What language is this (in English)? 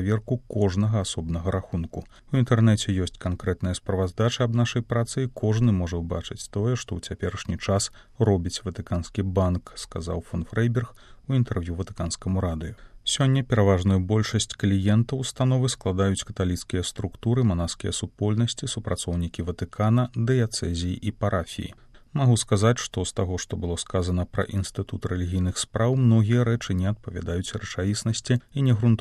Belarusian